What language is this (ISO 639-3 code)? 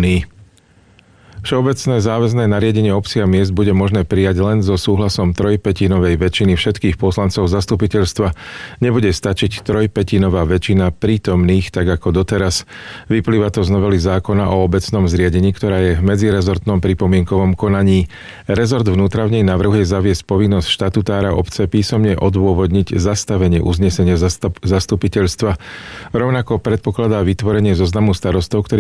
slk